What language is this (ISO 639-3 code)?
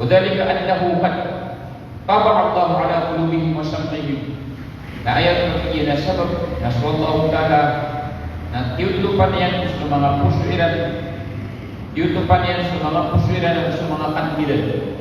mrw